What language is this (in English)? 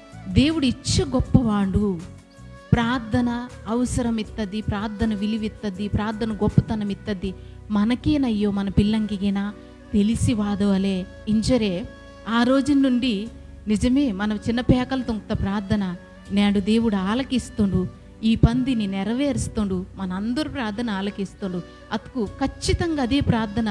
Koya